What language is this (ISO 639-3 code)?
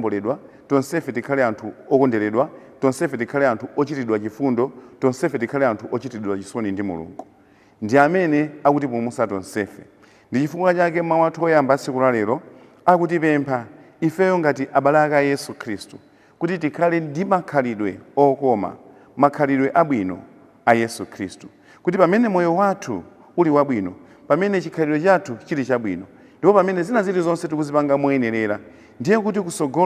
nya